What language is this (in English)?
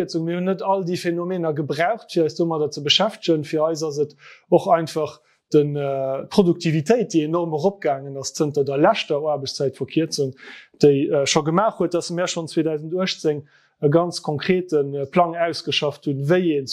Luxembourgish